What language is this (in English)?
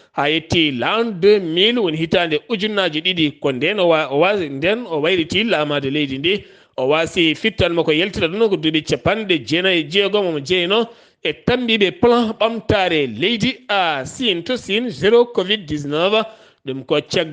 Fula